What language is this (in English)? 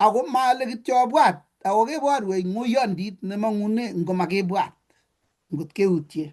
Kalenjin